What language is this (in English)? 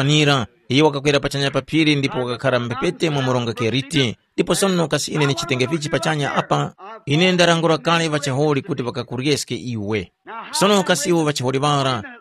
Tumbuka